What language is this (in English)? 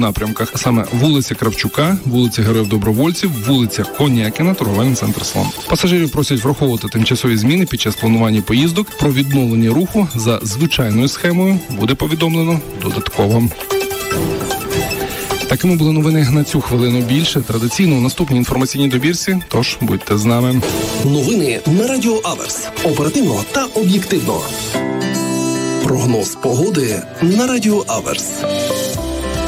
Ukrainian